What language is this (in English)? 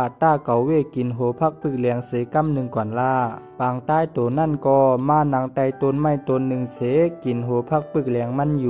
Shan